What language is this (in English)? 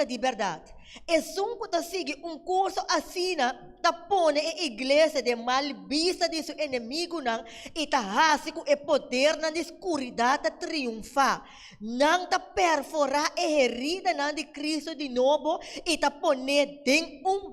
Papiamento